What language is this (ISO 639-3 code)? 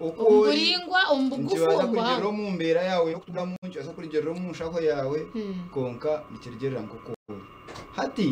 nyn